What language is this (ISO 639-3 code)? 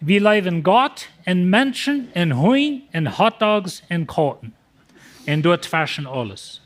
pdt